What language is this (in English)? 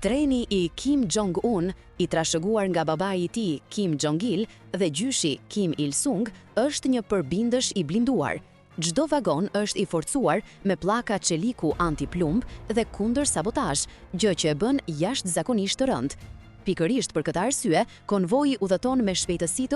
Albanian